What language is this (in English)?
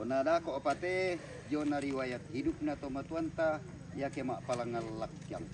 Toraja-Sa'dan